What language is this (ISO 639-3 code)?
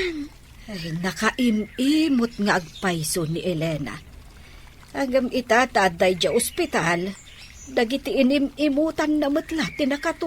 ilo